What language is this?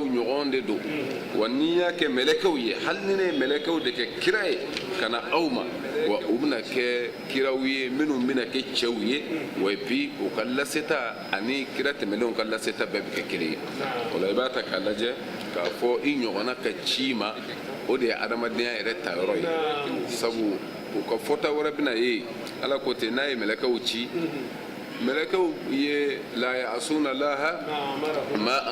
Bambara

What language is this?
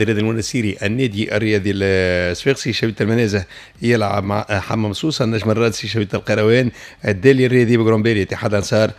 Tunisian Arabic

